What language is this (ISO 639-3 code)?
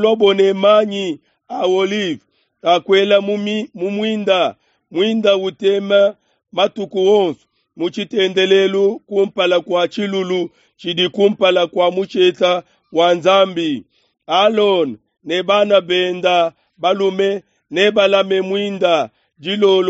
lua